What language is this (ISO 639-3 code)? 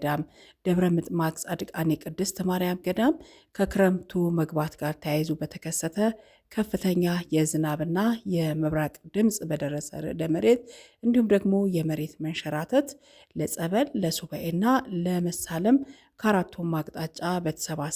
amh